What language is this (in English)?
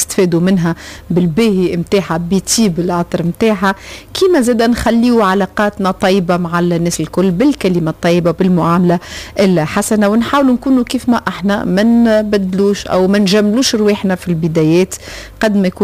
Tunisian Arabic